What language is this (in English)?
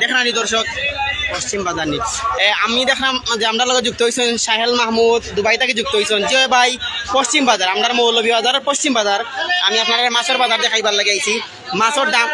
Sylheti